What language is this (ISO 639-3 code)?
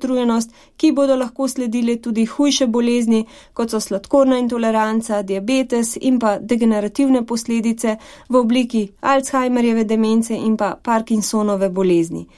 slv